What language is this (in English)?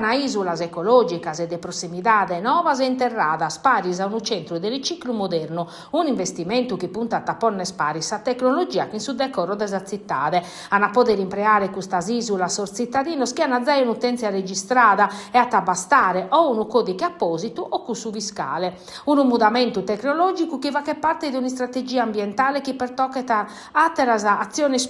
Sardinian